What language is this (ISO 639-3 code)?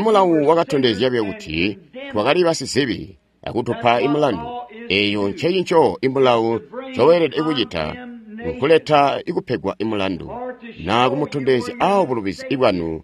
toi